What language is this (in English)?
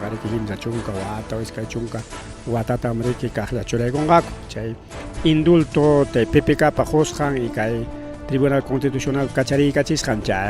Ayacucho Quechua